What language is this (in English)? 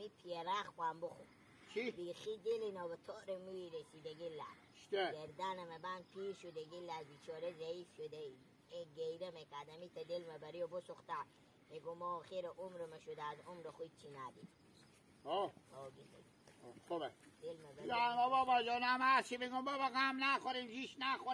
Hazaragi